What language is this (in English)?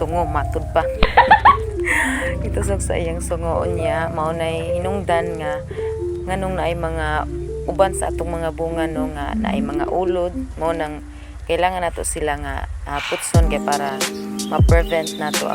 Cebuano